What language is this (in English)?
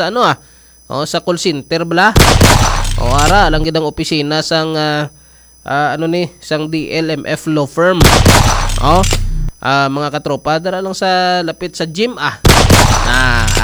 Hiligaynon